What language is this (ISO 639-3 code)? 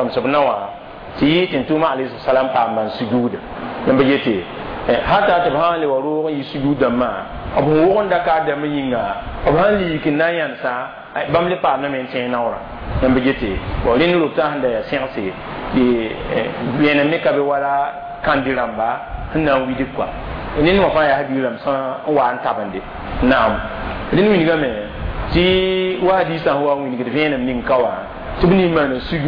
mos